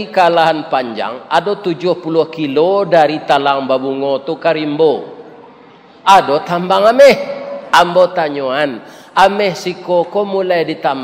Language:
Minangkabau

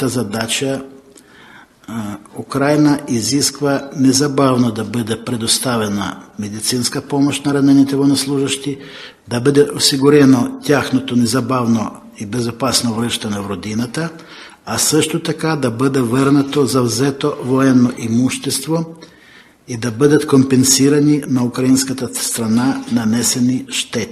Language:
Bulgarian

